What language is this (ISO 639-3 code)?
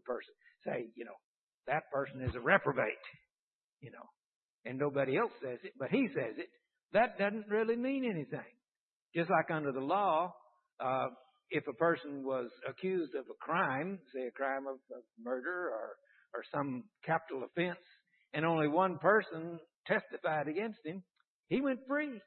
eng